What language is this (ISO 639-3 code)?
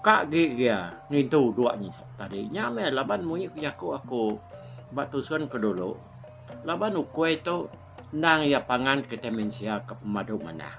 iba